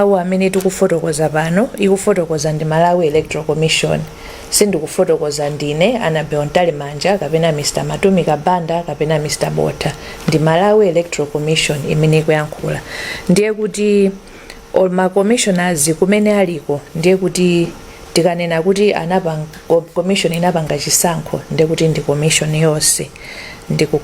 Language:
Nyanja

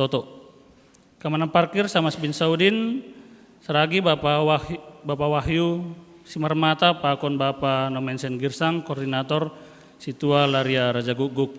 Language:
Batak Simalungun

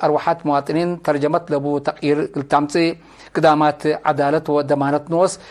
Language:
Tigre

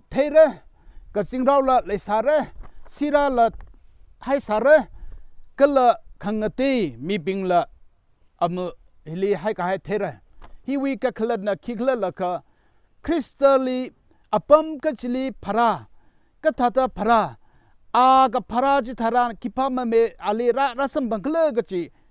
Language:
Tangkhul Naga (India)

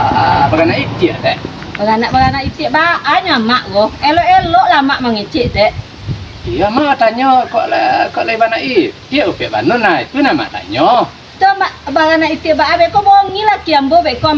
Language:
Minangkabau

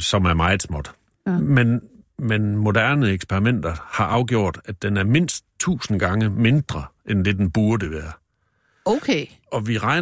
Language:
Danish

